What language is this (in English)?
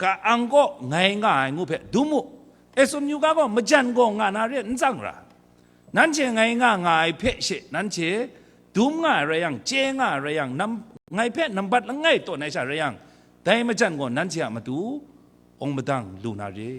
Kachin